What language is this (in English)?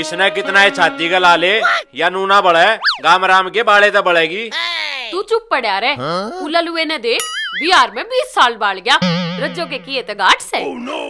Haryanvi